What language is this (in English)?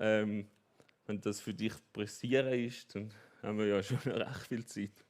Swiss German